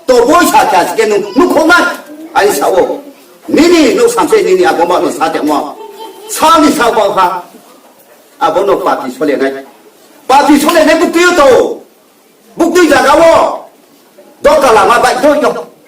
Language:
Riang (India)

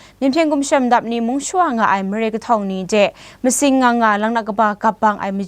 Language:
Kachin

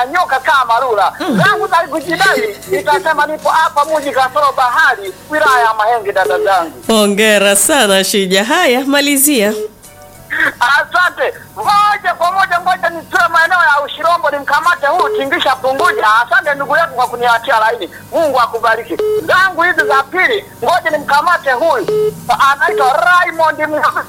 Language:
Swahili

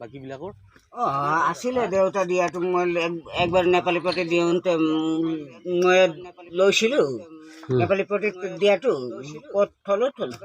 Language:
Assamese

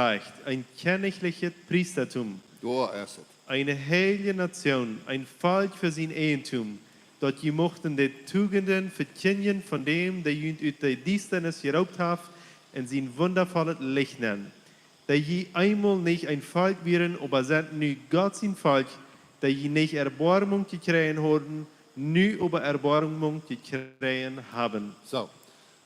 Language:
Plautdietsch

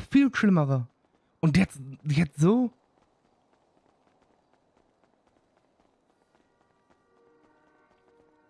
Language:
German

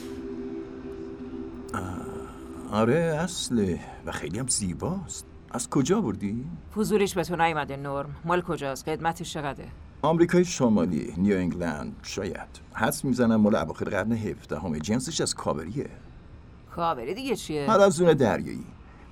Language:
Persian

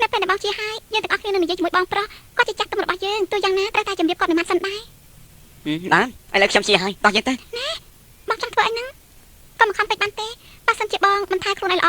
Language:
Khmer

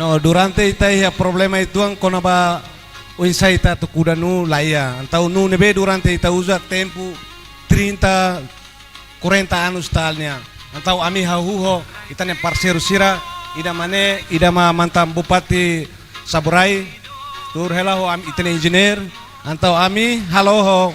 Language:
Tetum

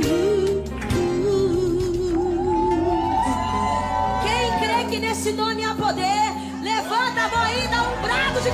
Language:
Portuguese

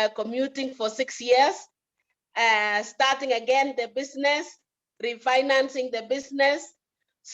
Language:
Kalenjin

